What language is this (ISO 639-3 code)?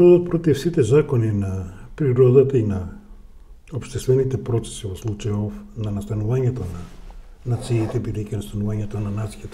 mkd